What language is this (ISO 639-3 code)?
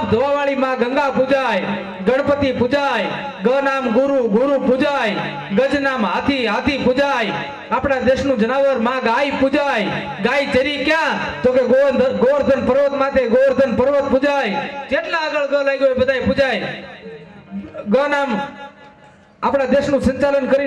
guj